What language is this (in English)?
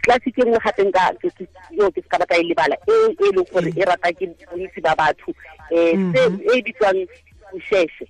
Tswana